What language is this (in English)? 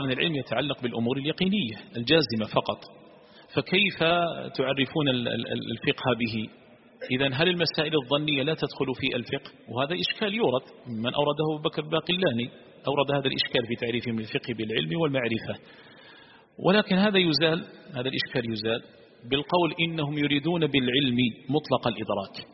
Arabic